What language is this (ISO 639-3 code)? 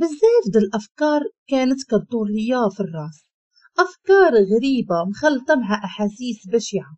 ary